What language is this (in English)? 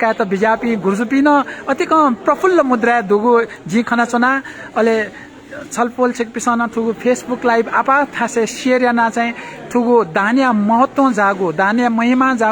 Newari